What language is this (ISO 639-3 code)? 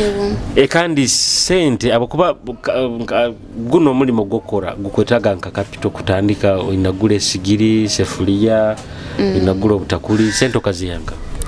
nyo